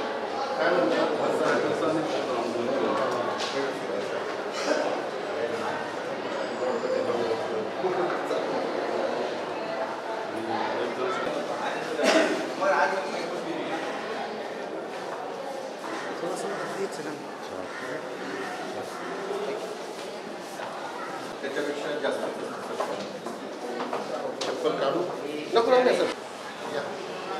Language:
Marathi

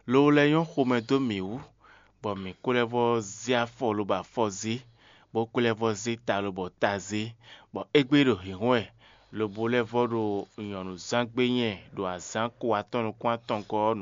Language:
Fon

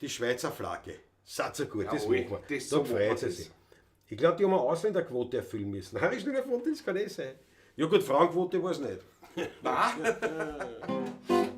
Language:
Bavarian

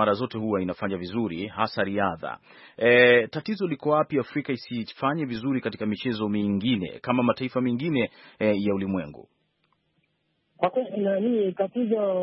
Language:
Swahili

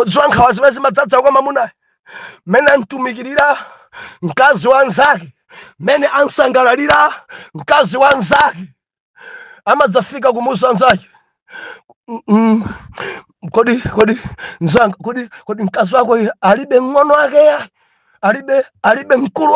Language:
Nyanja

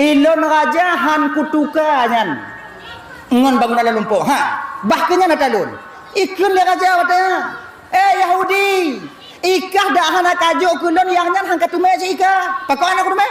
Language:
Achinese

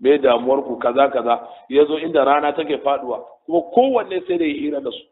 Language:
Hausa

